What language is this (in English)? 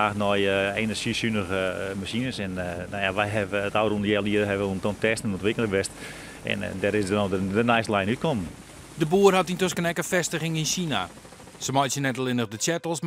Western Frisian